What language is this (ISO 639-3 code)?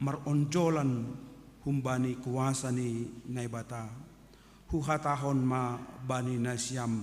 bts